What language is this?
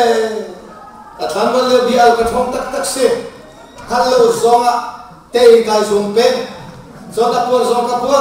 Hakha Chin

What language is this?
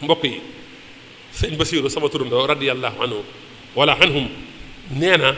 Wolof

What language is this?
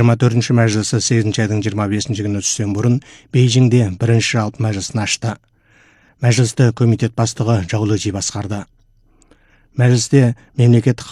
Kazakh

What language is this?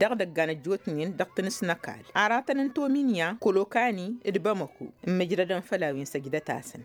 Tamasheq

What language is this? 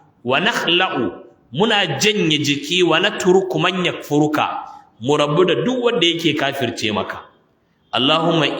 Hausa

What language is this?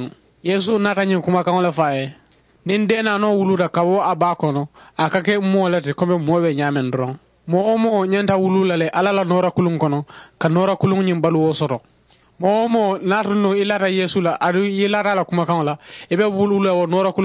Mandingo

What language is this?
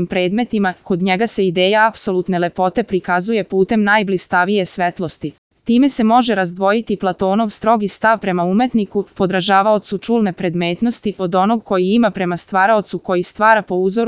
Serbian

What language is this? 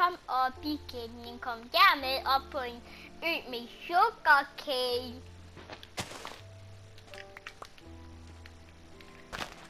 Danish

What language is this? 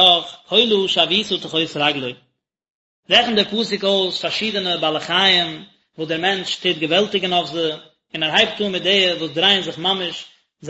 Yiddish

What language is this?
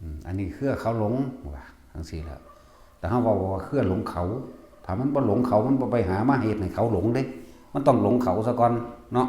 Northeastern Thai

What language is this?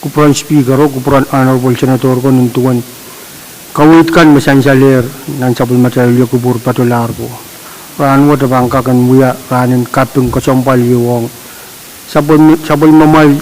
Pohnpeian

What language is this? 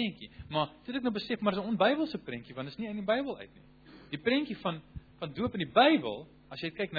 Afrikaans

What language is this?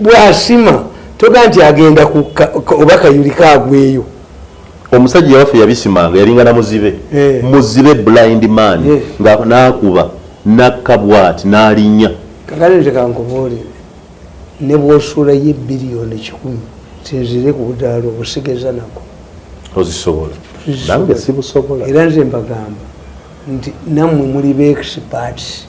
Ganda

